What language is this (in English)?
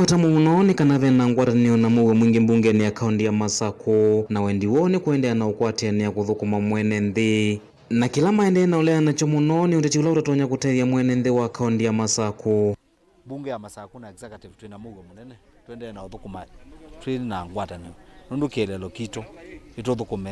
Kamba